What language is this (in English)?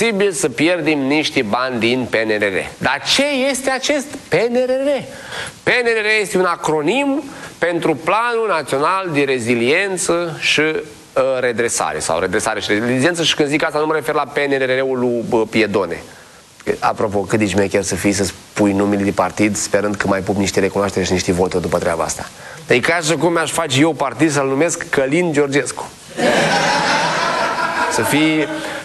Romanian